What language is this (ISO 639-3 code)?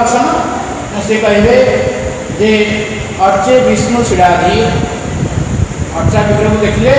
ori